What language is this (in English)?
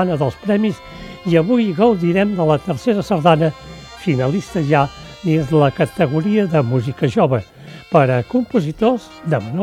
Catalan